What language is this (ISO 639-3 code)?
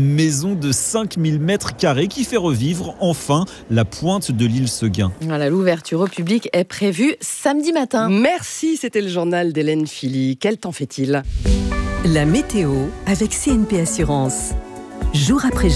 fra